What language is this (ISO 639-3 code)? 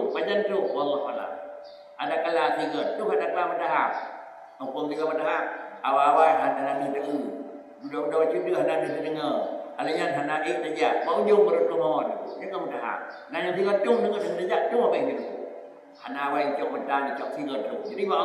ace